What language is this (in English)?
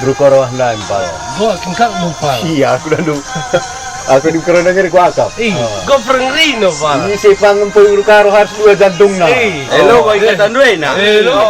Batak Karo